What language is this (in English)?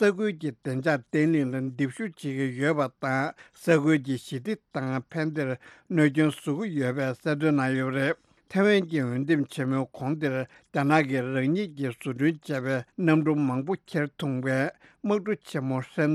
Tibetan